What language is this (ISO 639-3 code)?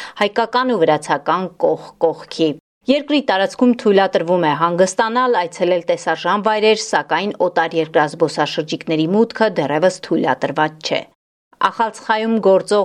hye